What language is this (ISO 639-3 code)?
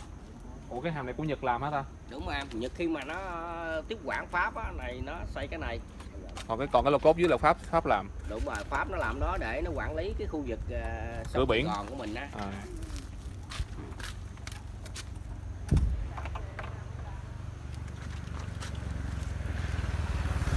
vie